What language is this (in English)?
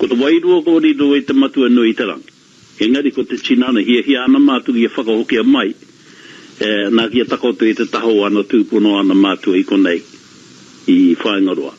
Māori